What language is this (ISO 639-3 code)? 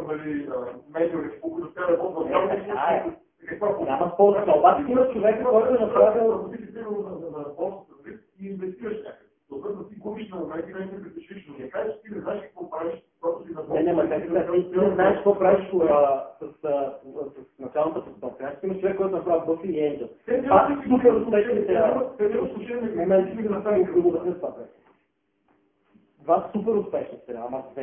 bul